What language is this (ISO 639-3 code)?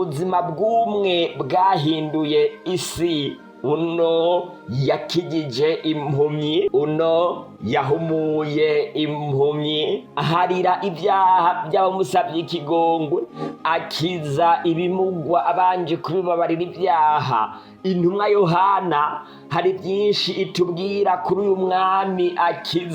run